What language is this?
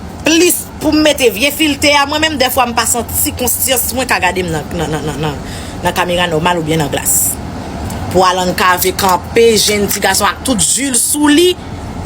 Haitian Creole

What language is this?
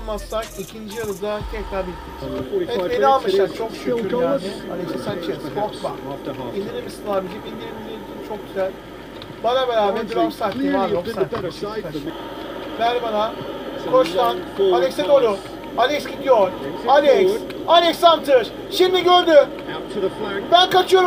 Turkish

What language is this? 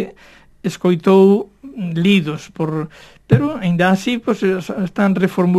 Galician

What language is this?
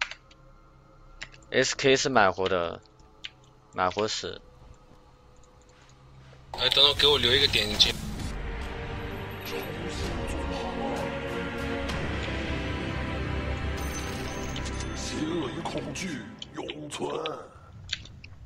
Chinese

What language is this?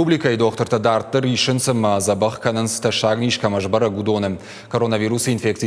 Ossetic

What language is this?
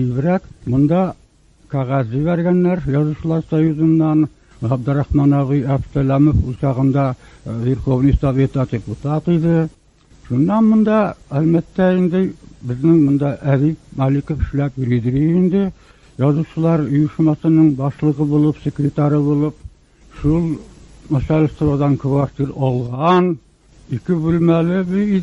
Tatar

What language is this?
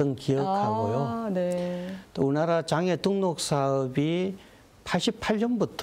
Korean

